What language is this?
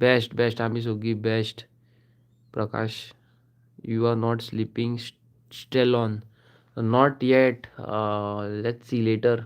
Konkani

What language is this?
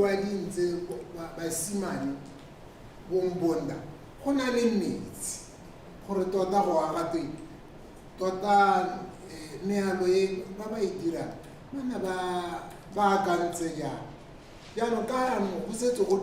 Tswana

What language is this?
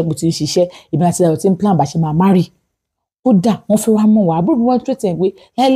Yoruba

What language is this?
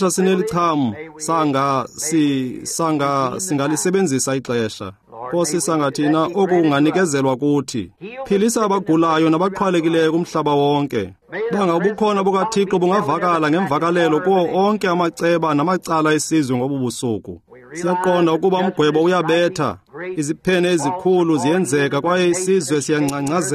Xhosa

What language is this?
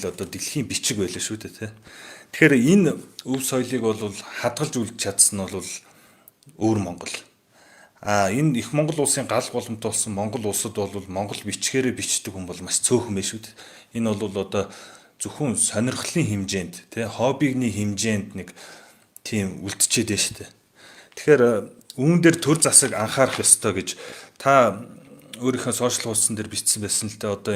Mongolian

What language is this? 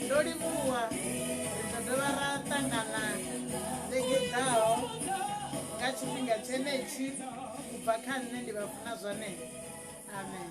Venda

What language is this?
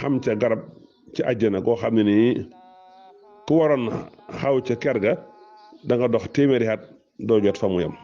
Wolof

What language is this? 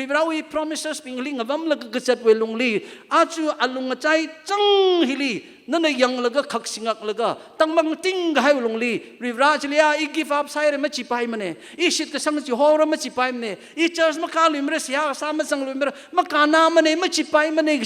Tangkhul Naga (India)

